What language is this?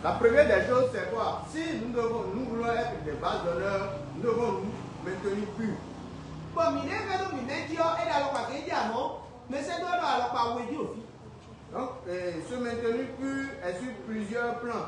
Fon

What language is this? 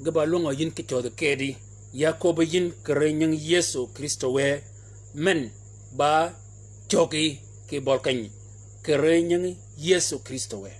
Shilluk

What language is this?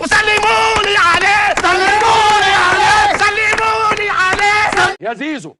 Egyptian Arabic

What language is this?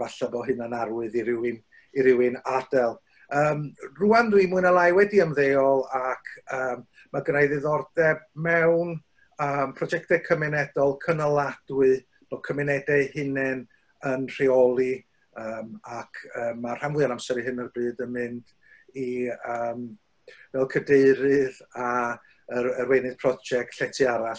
Welsh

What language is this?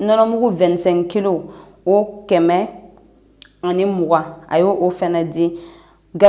Bambara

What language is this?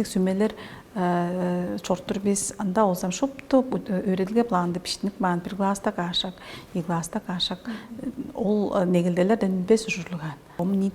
Tuvinian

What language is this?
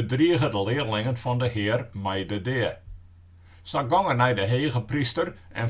Western Frisian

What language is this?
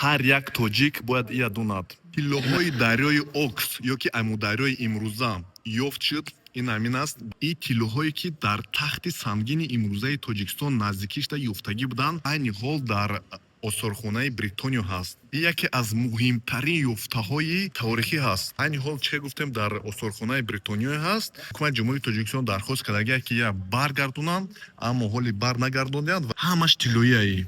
Tajik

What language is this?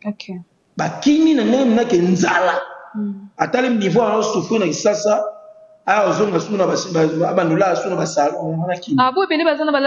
Lingala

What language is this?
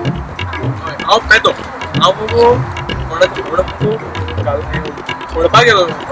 Konkani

